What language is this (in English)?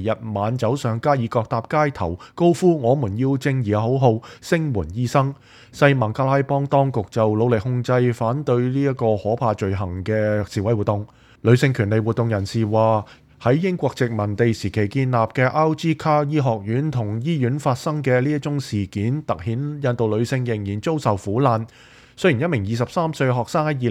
Cantonese